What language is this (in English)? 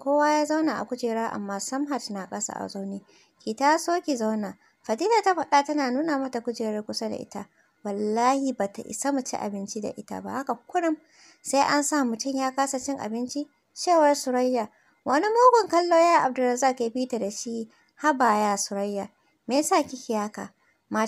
Hausa